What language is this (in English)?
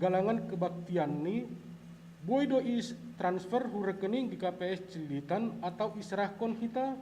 Batak Simalungun